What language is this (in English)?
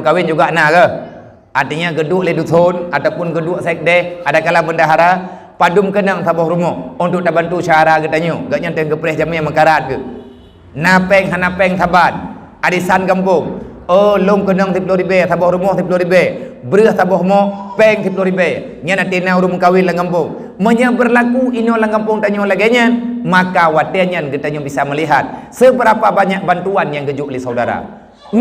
Achinese